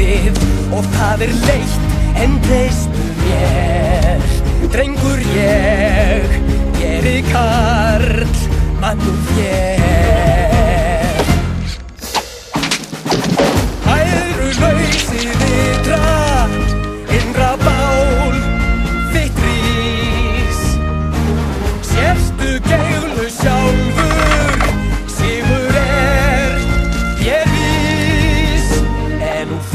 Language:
Icelandic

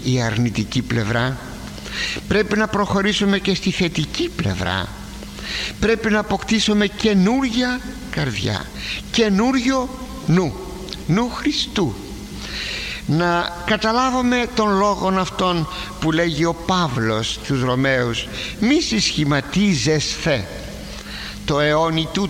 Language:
Greek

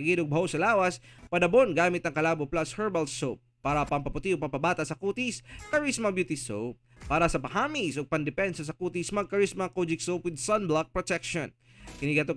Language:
Cebuano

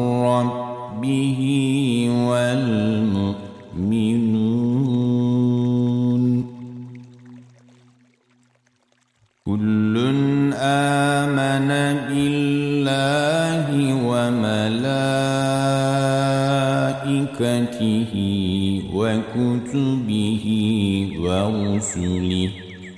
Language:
Turkish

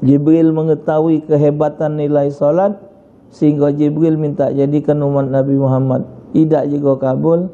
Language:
Musi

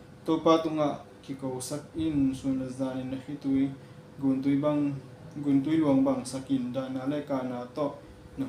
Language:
Tedim Chin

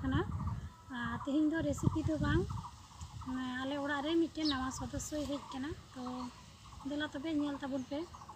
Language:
Santali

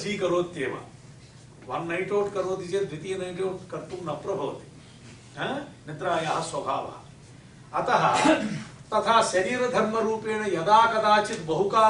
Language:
Sanskrit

